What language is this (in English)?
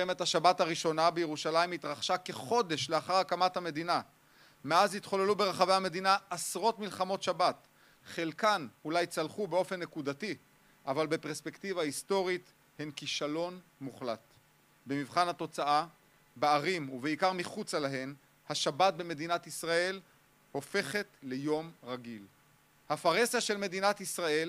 Hebrew